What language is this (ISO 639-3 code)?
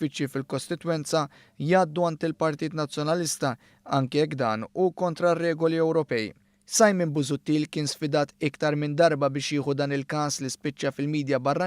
mlt